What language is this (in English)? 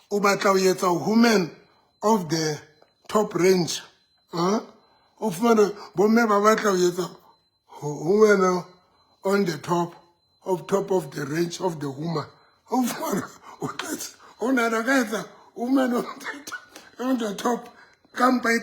Southern Sotho